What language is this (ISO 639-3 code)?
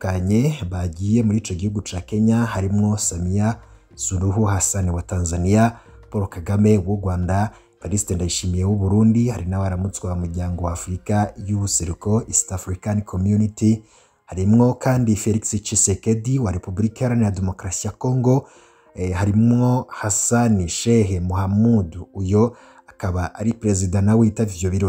run